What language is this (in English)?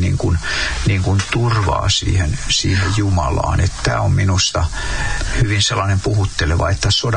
Finnish